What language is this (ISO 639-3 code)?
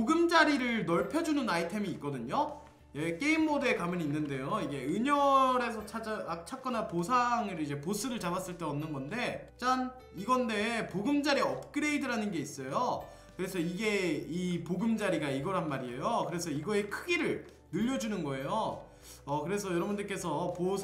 kor